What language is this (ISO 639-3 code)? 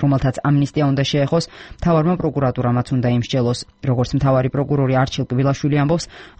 kat